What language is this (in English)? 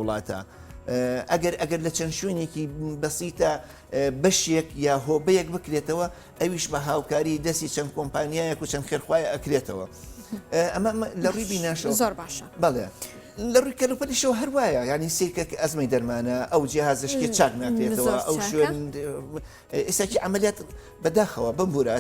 Central Kurdish